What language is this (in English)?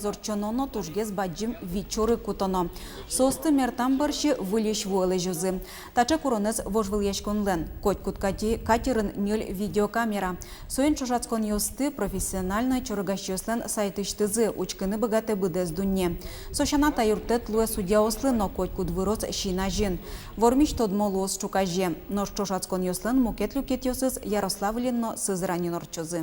Udmurt